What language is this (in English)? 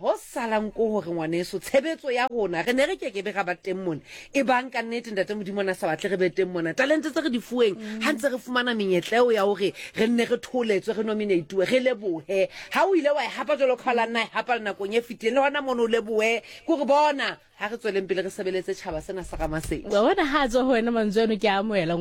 Southern Sotho